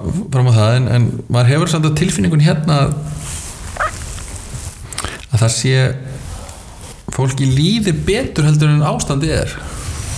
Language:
Icelandic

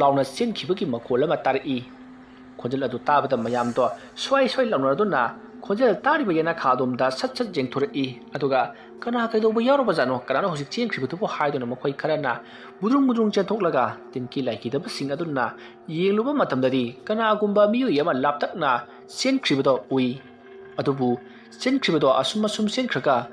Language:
Manipuri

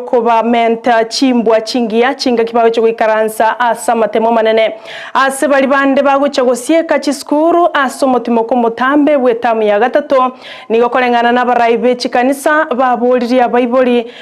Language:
Gusii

